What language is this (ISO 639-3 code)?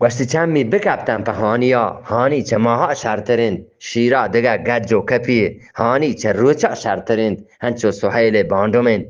bgp